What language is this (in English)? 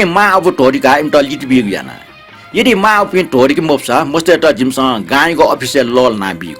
Newari